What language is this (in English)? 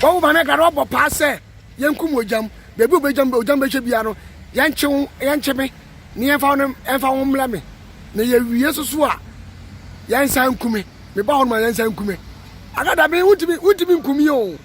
Akan